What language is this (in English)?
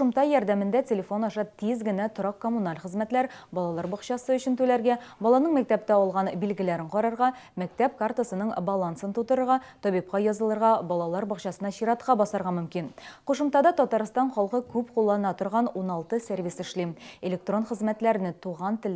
Tatar